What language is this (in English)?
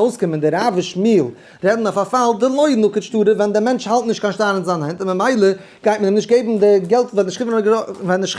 Yiddish